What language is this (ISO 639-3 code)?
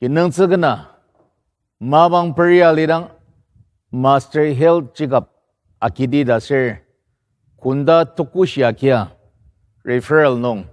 njo